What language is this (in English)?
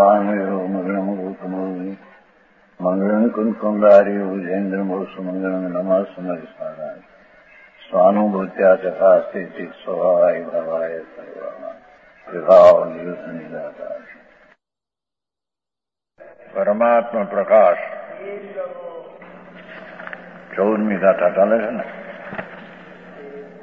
Gujarati